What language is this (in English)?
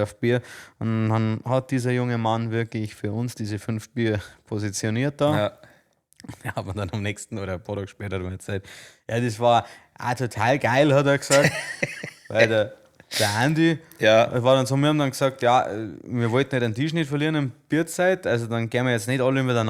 Bavarian